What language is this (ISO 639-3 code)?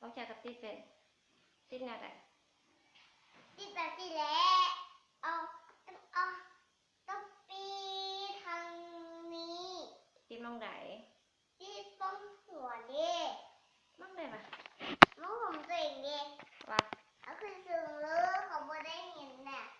lao